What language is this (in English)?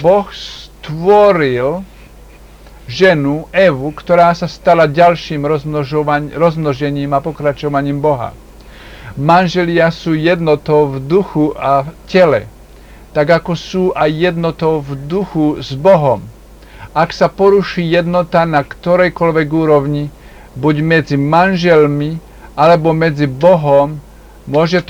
Slovak